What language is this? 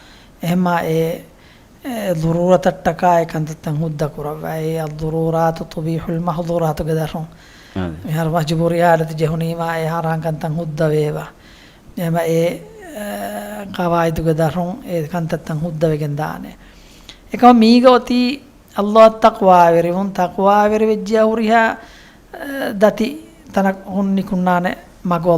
Divehi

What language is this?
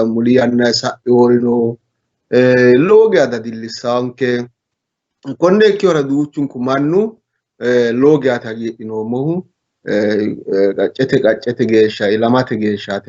Sidamo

